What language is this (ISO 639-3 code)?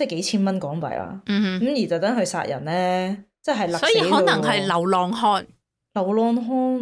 yue